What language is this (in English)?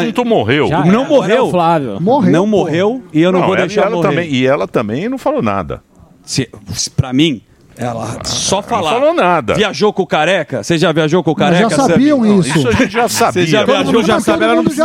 Portuguese